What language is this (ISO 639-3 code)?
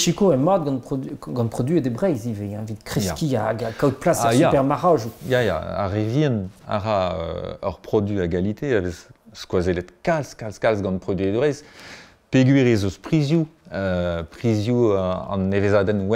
bre